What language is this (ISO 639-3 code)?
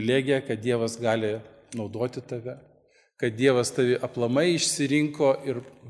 lit